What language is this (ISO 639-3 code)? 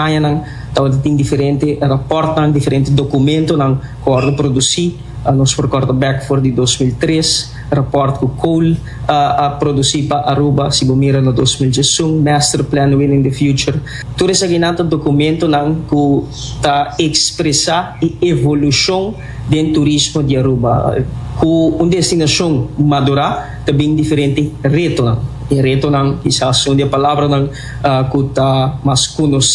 pap